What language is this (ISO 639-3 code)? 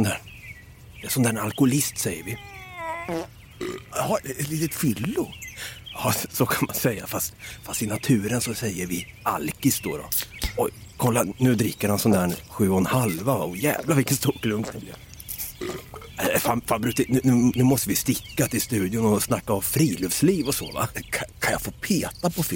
swe